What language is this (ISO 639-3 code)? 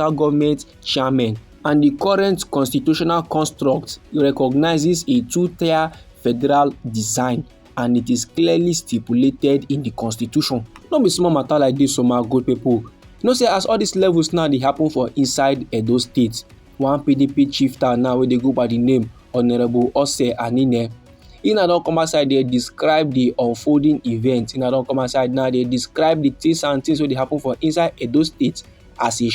pcm